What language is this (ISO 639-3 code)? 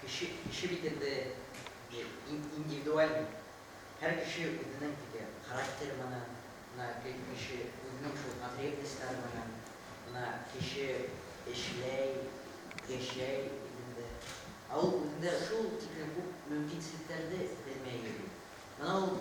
bak